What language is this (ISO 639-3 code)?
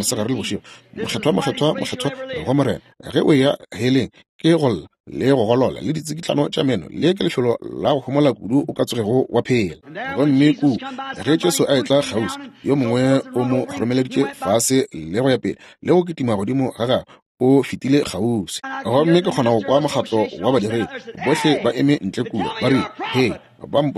nso